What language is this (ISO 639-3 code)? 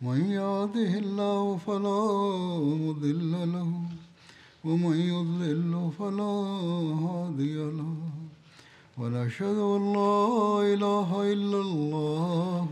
srp